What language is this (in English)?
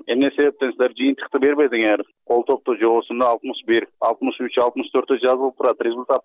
Kyrgyz